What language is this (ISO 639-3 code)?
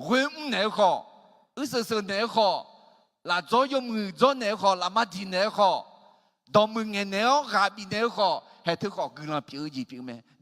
ahk